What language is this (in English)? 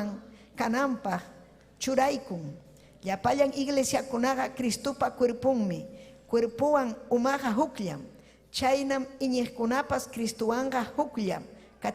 Ayacucho Quechua